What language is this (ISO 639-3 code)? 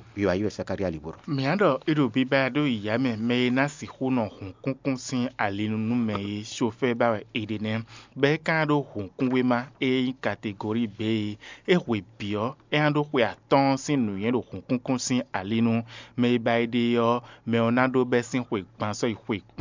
fon